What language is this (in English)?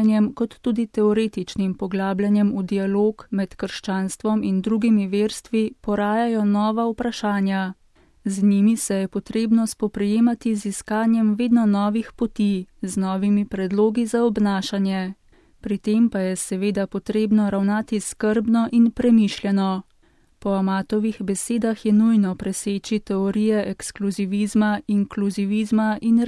Slovenian